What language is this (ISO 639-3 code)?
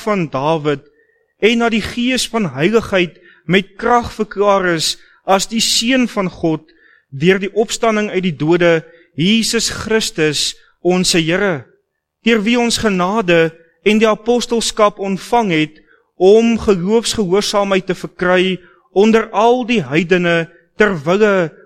afr